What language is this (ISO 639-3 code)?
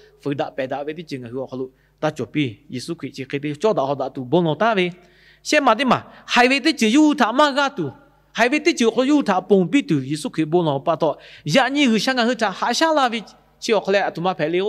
lhu